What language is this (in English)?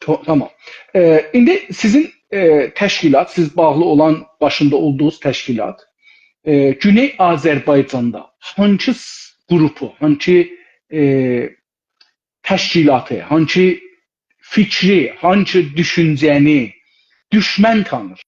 South Azerbaijani